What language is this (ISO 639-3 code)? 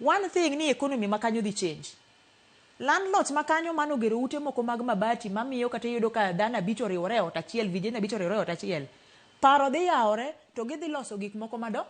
luo